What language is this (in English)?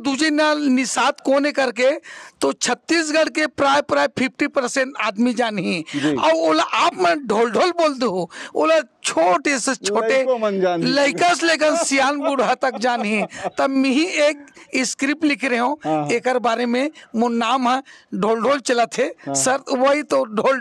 Chhattisgarhi